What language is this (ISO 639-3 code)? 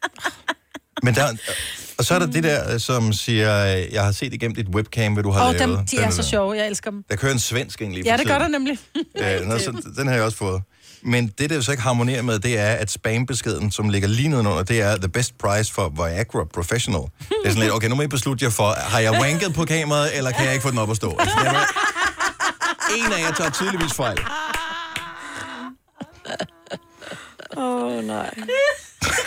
dan